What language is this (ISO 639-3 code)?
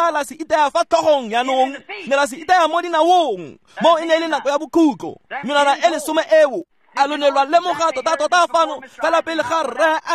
tsn